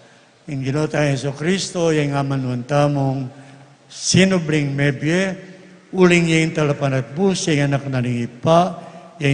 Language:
Pampanga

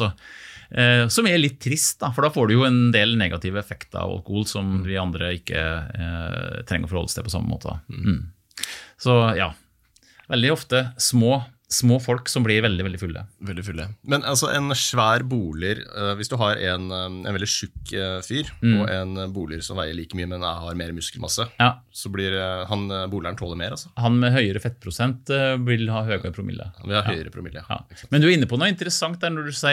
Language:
Norwegian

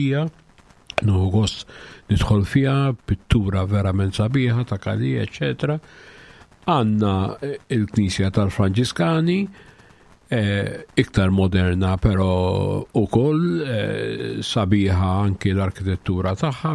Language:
Maltese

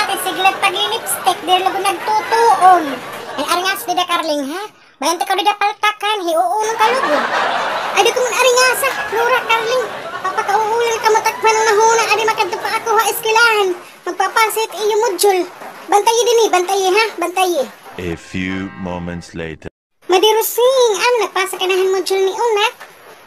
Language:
Waray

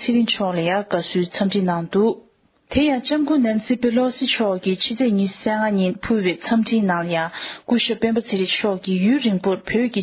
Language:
Tibetan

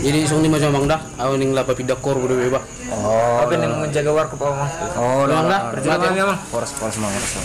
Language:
Batak Toba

